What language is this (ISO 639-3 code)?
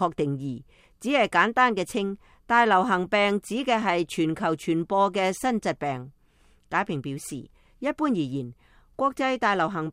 yue